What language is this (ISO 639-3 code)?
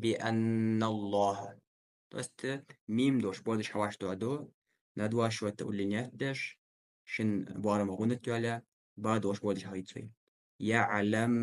inh